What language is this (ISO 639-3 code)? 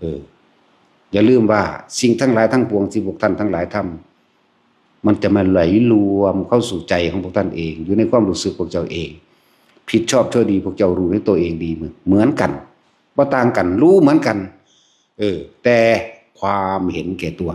tts